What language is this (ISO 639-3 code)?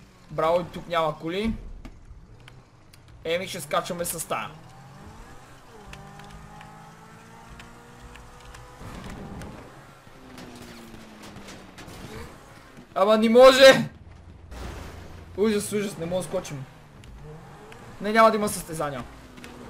bul